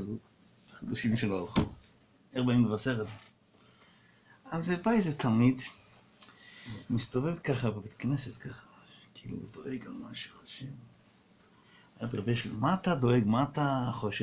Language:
Hebrew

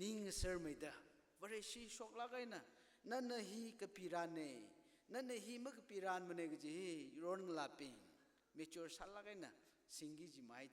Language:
Tangkhul Naga (India)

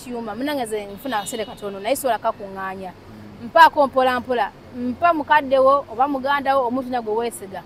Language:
Ganda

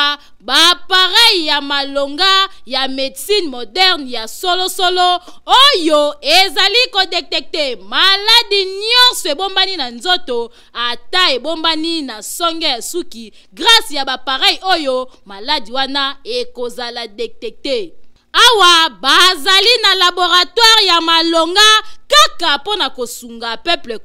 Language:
Lingala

